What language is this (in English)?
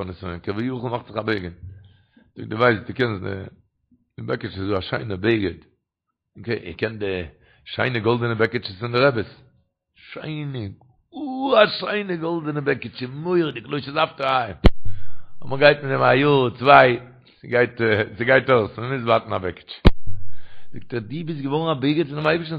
Yiddish